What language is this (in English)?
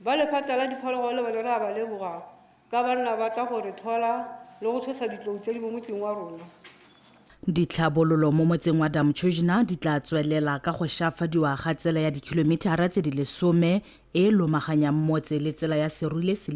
Tswana